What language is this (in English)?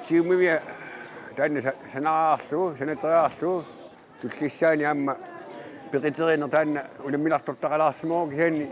Kalaallisut